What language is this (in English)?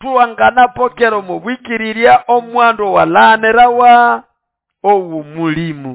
Nande